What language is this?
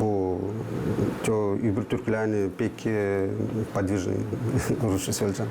Gagauz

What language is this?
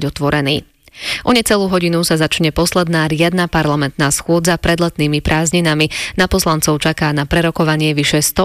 Slovak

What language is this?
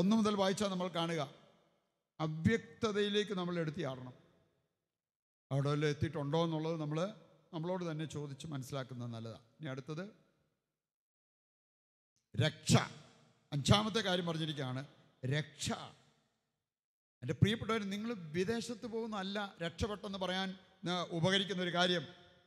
Malayalam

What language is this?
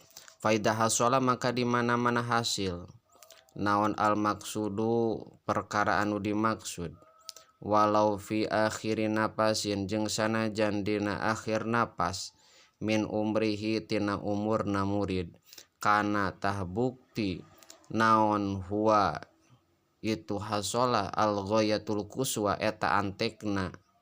Sundanese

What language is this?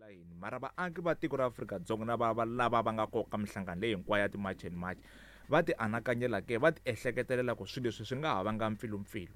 Tsonga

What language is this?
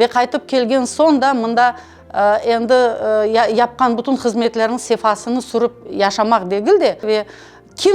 Crimean Tatar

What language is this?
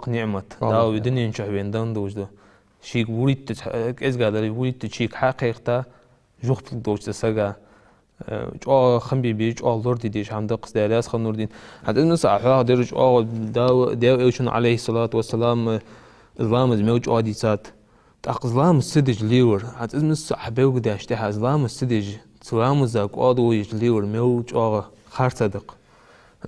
Ingush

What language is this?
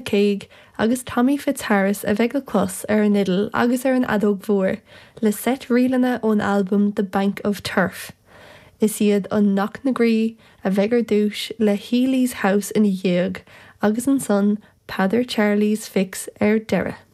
Irish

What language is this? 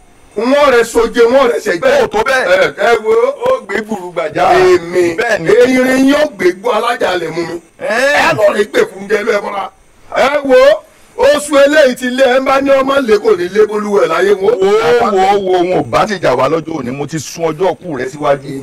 Yoruba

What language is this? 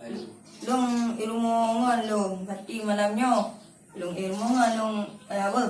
Achinese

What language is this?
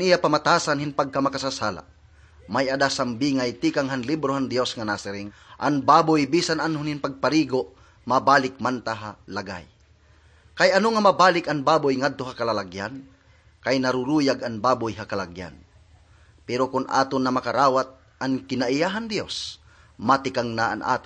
Waray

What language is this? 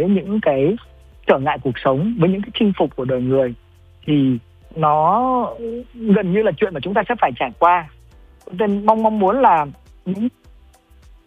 Vietnamese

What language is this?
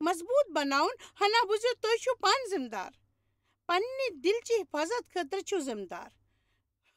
Kashmiri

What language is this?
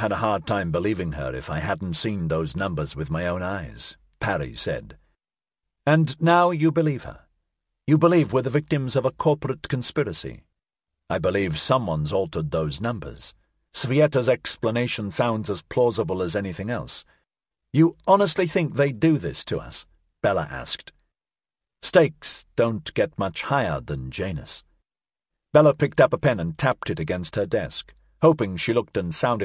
English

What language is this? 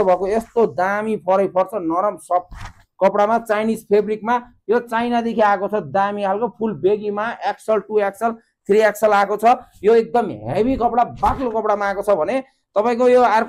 Nepali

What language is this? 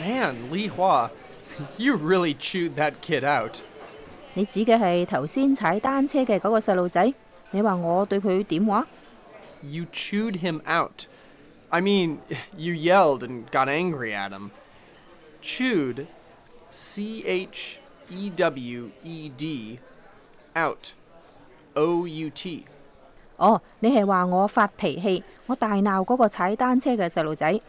Cantonese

